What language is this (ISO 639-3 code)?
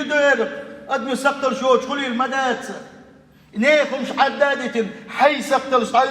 che